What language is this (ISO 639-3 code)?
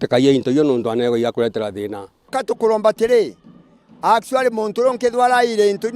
mer